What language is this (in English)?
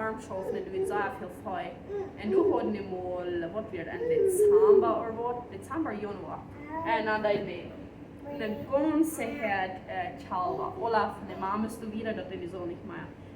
Plautdietsch